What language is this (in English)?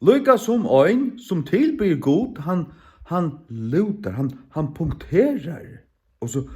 Faroese